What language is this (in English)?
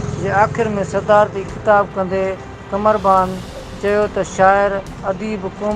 Sindhi